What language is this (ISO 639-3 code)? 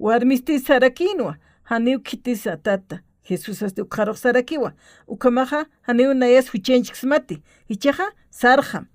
aym